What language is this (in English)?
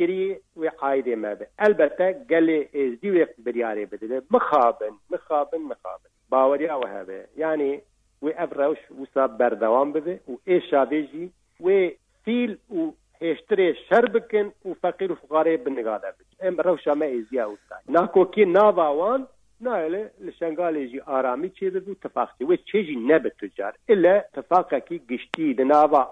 Kurdish